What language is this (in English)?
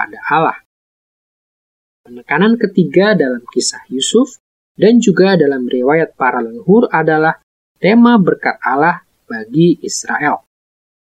Indonesian